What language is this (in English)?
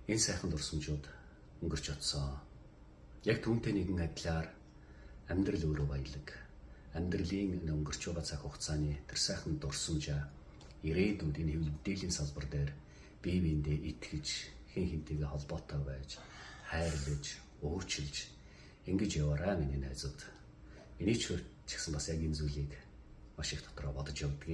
Mongolian